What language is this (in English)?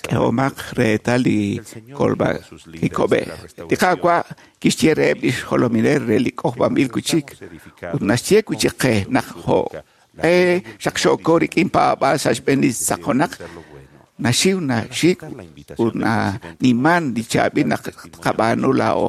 Kekchí